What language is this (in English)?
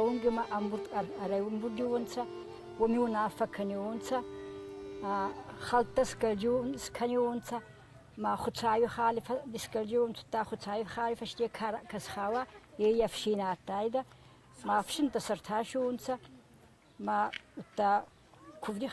Ossetic